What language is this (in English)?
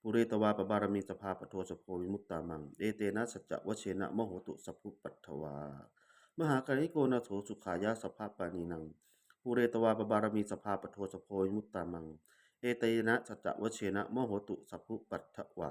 Pali